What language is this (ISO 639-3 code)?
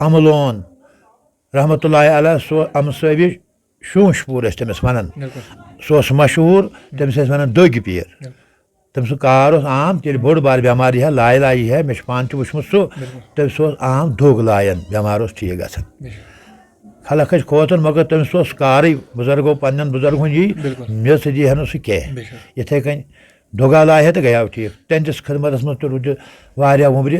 kas